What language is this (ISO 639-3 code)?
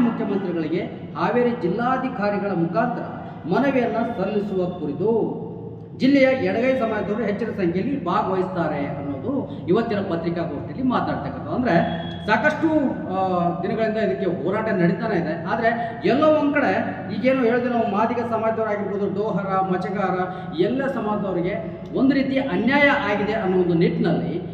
kan